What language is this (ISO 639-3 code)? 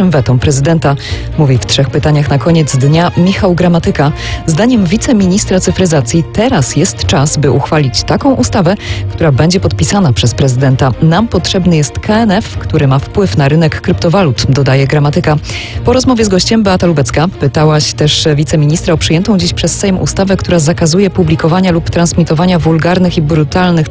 pol